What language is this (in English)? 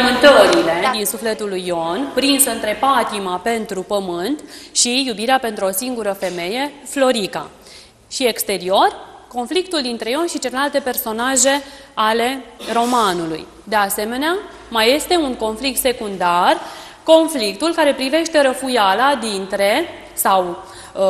Romanian